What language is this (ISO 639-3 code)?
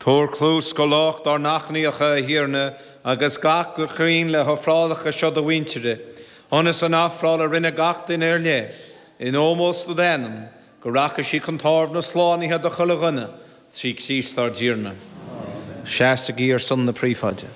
gle